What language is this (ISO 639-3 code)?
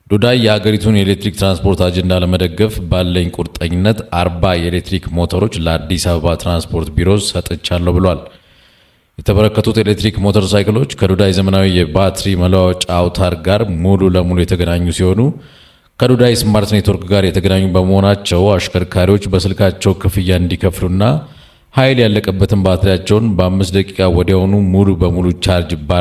amh